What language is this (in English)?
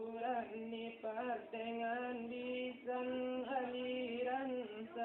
Minangkabau